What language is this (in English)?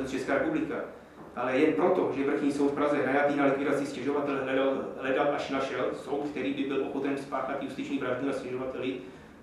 Czech